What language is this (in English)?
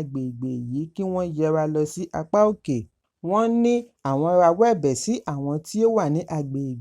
Yoruba